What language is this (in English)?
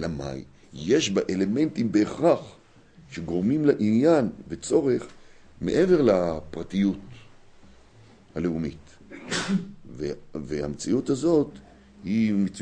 Hebrew